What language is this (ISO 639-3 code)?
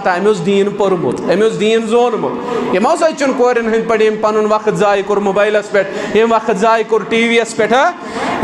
kas